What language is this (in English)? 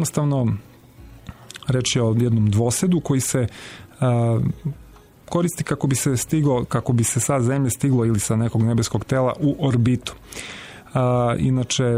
Serbian